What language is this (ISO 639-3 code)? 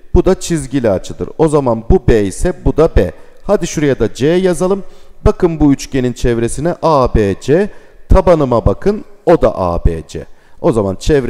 tur